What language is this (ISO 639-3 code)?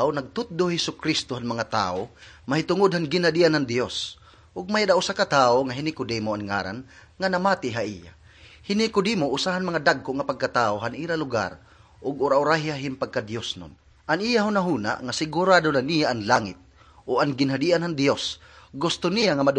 war